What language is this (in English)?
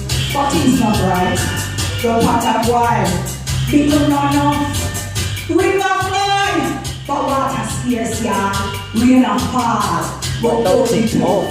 Jamaican Creole English